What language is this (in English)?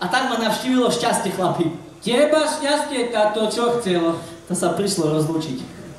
Slovak